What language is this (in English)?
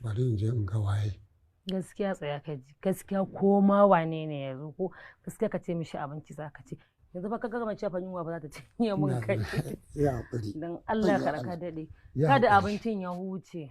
Hausa